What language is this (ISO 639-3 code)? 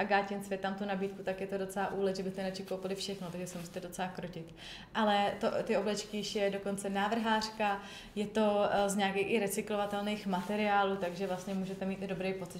ces